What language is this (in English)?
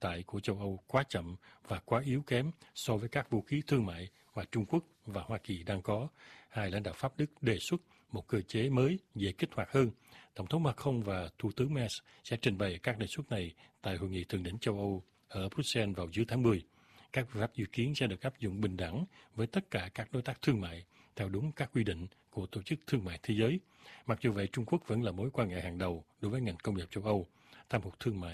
Vietnamese